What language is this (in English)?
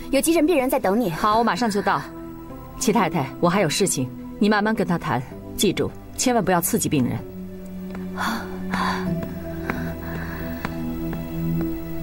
Chinese